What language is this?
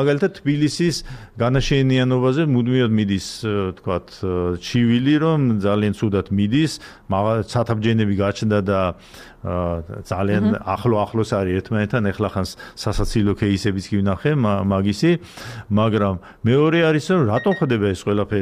Georgian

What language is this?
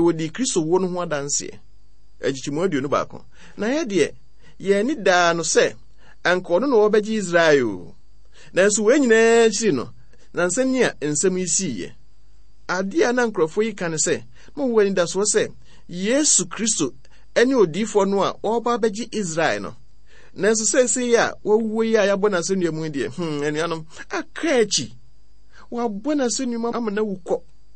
Akan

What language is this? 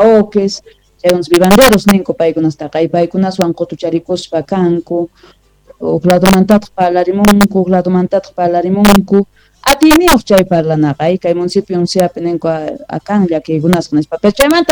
Quechua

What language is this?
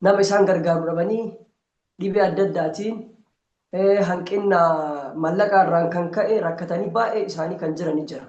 Oromo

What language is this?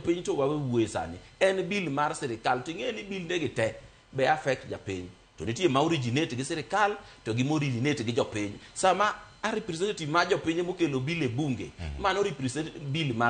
Luo (Kenya and Tanzania)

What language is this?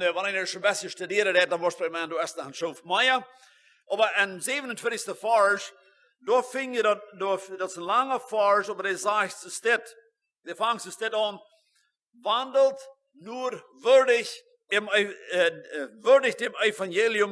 Plautdietsch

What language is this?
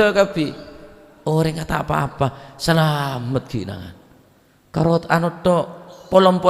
Madurese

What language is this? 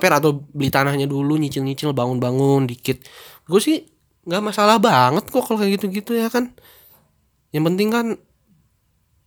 Indonesian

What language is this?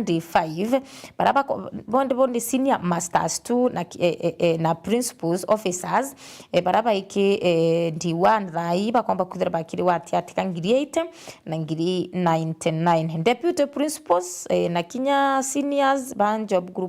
Meru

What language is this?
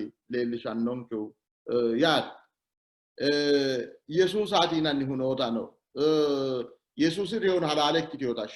Sidamo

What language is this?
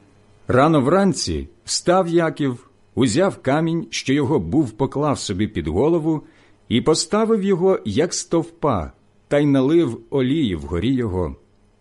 Ukrainian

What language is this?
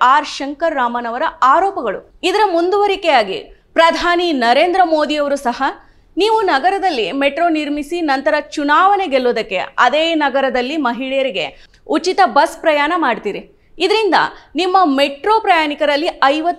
Kannada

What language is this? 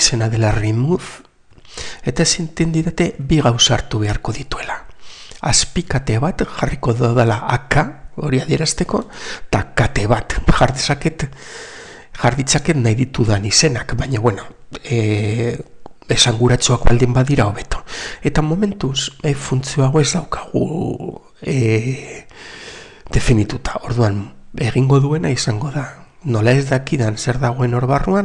Basque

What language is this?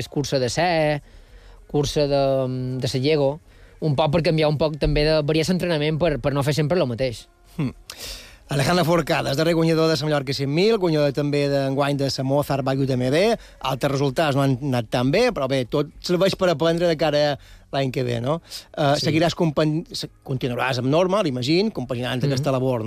Catalan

